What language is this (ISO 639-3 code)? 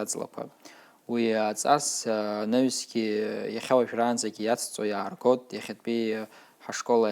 abk